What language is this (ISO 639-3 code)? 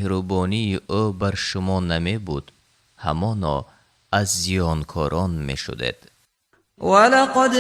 tgk